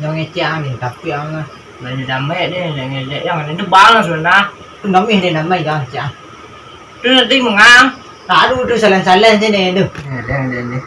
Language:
Minangkabau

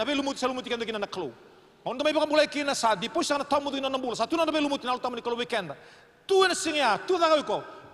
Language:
Fijian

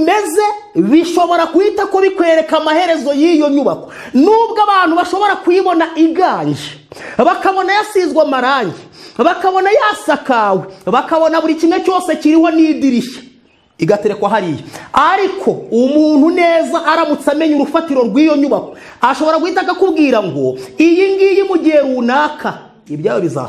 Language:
Kinyarwanda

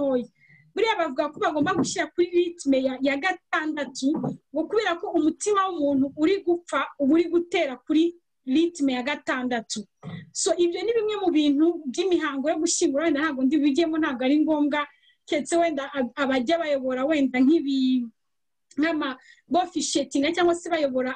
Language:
Kinyarwanda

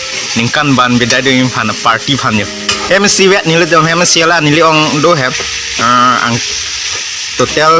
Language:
Karbi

